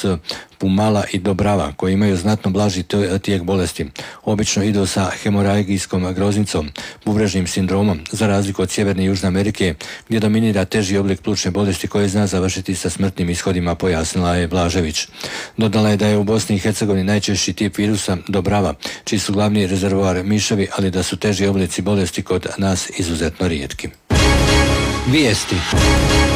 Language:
Bosnian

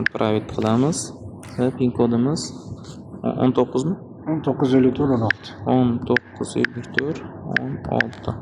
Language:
Uzbek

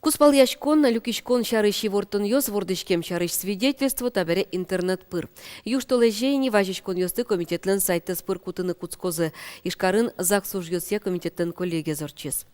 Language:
Udmurt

